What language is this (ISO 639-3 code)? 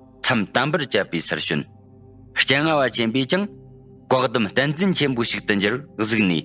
bod